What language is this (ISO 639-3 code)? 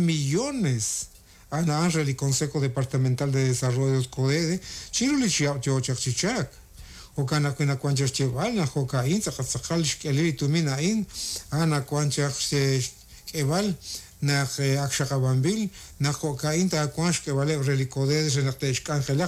kek